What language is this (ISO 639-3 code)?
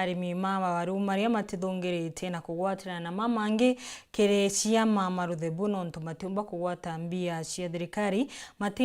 mer